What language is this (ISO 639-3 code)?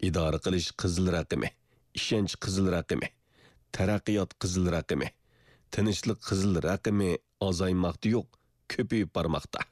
uig